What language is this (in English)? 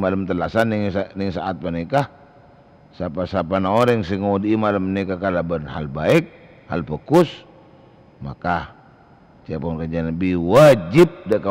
Madurese